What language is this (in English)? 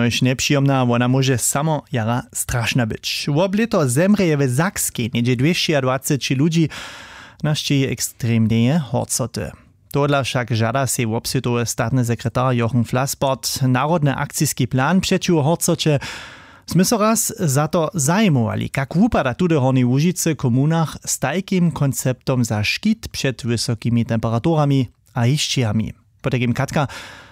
Upper Sorbian